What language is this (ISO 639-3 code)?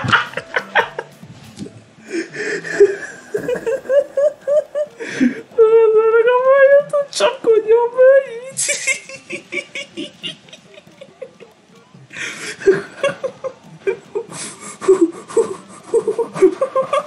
hun